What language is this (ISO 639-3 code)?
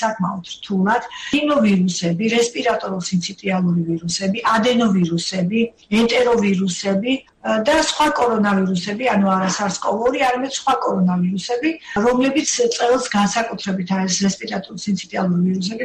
kat